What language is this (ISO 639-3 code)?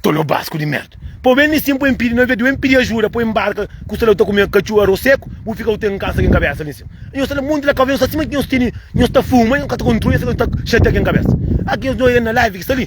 kea